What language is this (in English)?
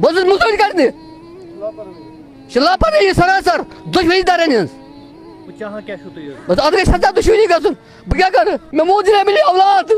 Kashmiri